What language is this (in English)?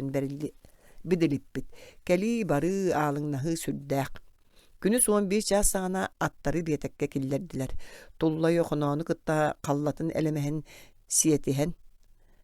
Yakut